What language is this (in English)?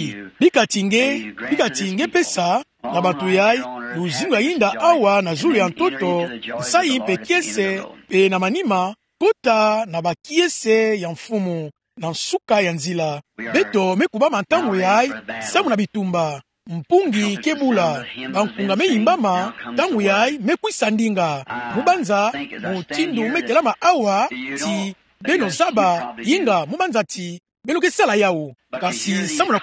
Kituba (Democratic Republic of Congo)